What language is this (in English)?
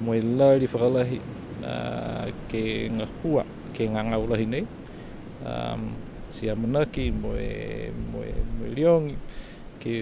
Niuean